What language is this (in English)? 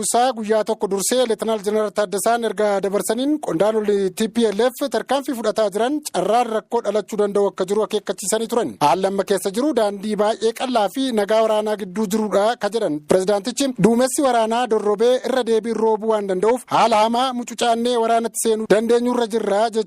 Oromo